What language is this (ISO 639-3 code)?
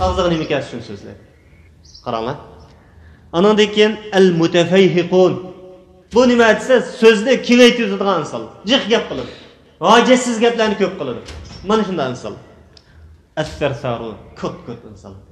uig